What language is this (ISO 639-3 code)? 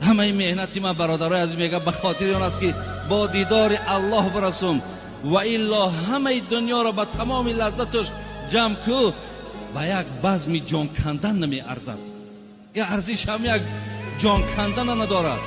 tgk